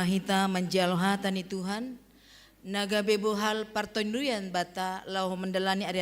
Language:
Batak Simalungun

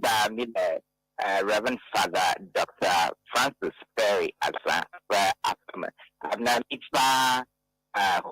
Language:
Ewe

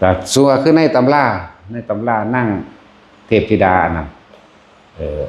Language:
Northeastern Thai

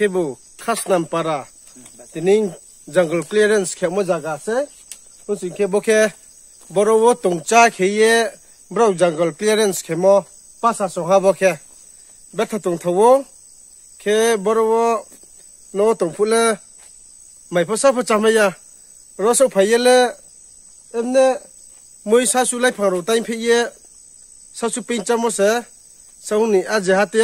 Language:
Riang (India)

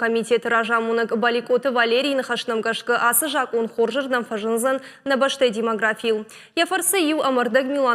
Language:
Ossetic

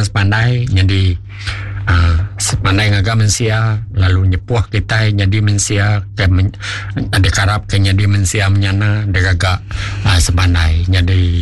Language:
Iban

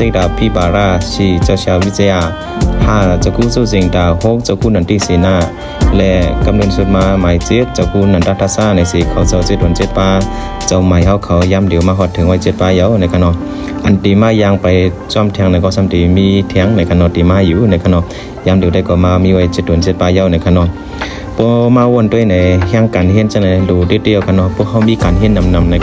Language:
Shan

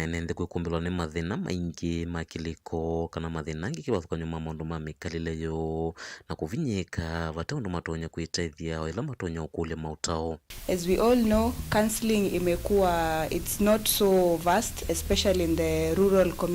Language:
Kamba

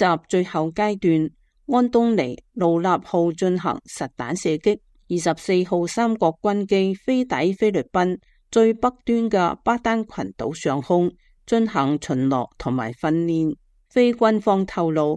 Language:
Cantonese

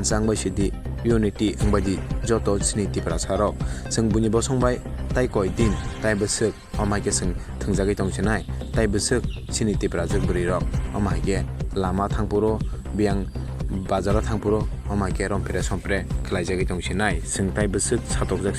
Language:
Kok Borok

